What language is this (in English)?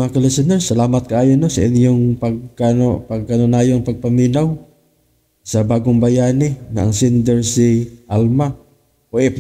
Cebuano